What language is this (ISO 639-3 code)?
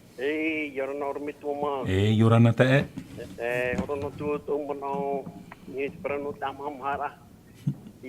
tah